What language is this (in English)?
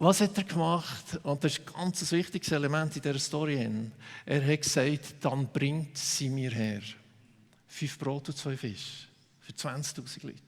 Swiss German